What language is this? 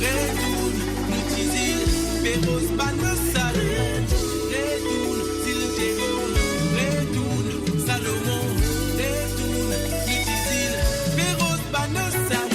Morisyen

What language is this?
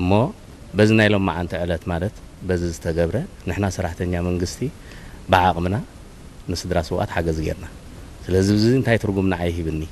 Tigrinya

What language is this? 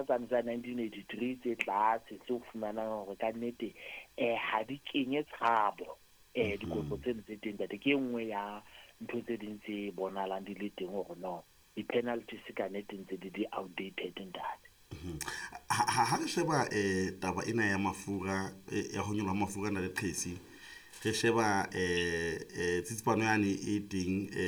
Southern Sotho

